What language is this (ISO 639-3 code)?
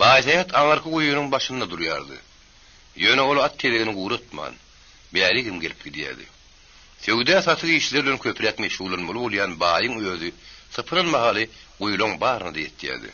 tuk